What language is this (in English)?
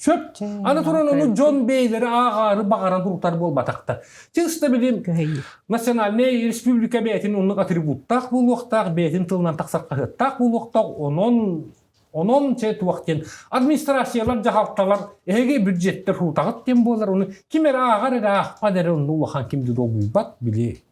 Yakut